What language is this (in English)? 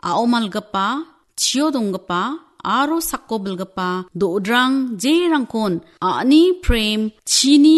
Garo